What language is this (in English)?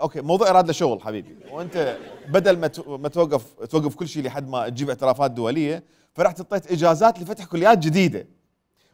Mesopotamian Arabic